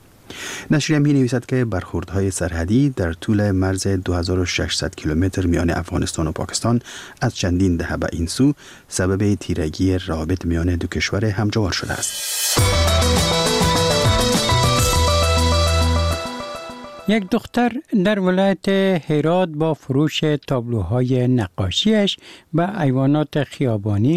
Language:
Persian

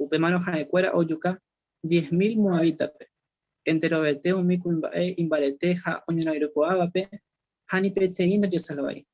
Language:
Guarani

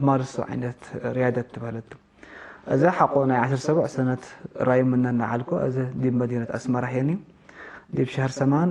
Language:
Tigre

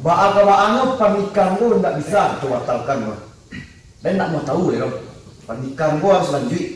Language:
Minangkabau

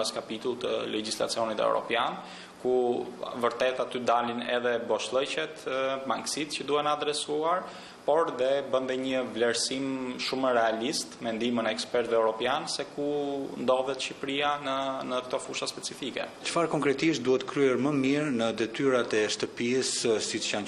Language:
Albanian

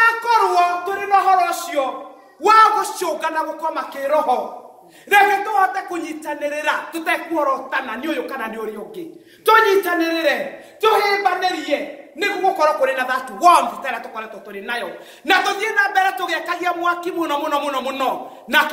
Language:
Kikuyu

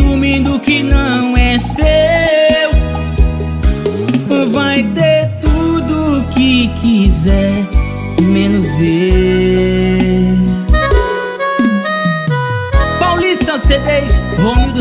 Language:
Portuguese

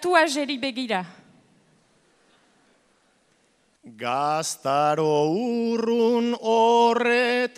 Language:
Basque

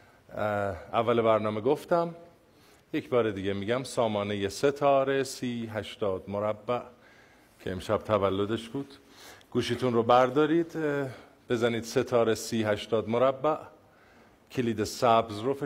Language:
Persian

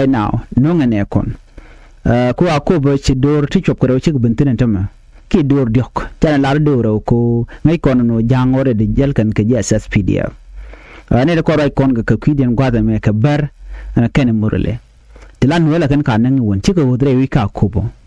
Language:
Nuer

